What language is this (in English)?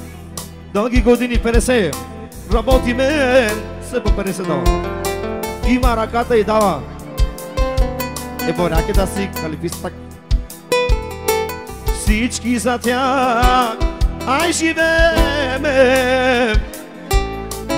Bulgarian